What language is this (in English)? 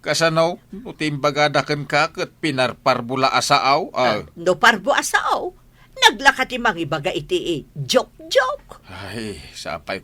Iloko